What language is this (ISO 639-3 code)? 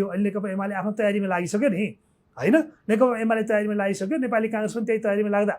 nep